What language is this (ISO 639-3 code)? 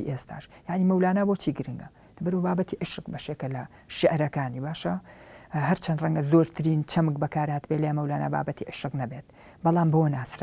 ckb